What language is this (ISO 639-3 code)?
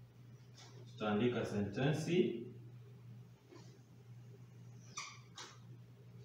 swa